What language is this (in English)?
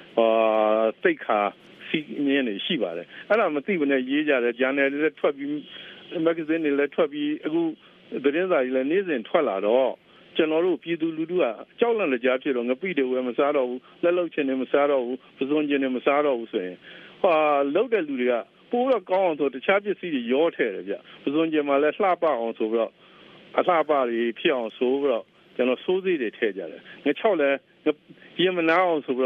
Burmese